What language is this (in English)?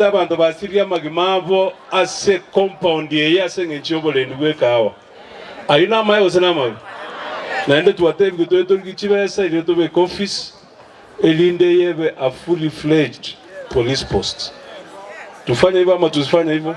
Gusii